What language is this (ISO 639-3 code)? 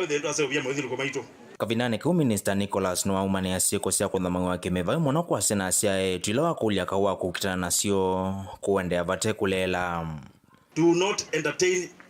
kam